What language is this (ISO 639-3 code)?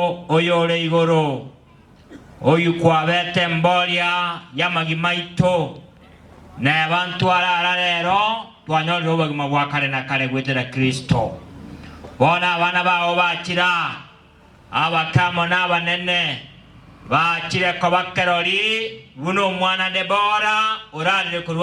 guz